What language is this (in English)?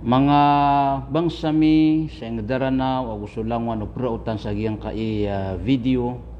Maranao